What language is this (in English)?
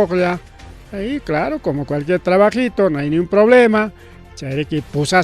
Ayacucho Quechua